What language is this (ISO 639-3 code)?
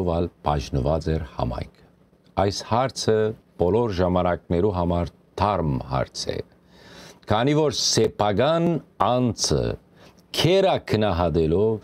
hyw